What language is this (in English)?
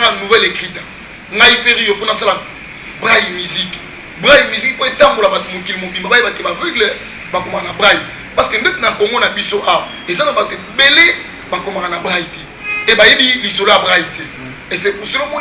Lingala